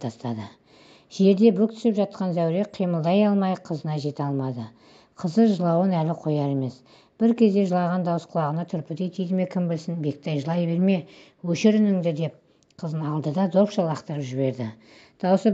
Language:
Kazakh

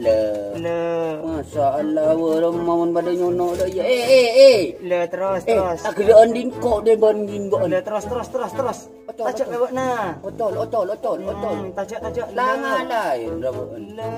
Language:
Madurese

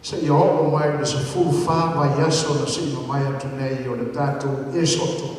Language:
Samoan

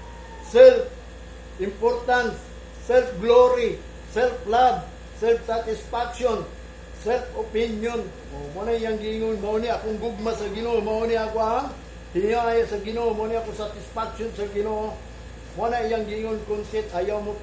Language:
Cebuano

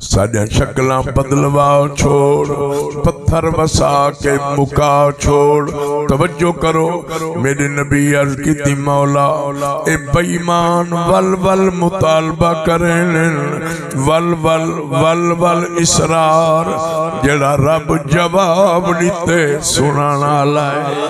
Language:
Saraiki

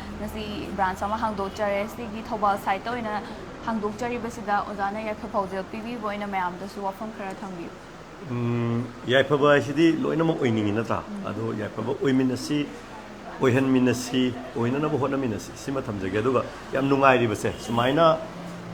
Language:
Manipuri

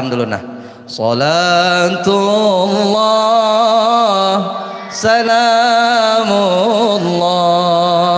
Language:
Banjar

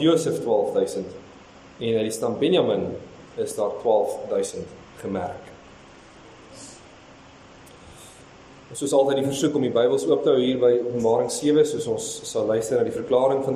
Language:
Afrikaans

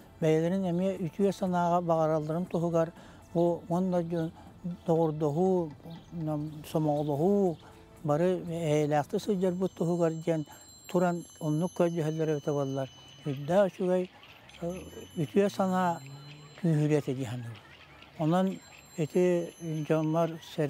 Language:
Yakut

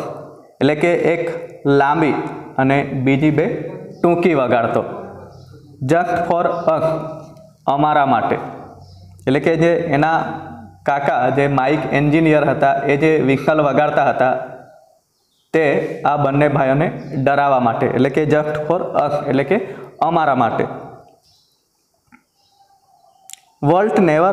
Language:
Gujarati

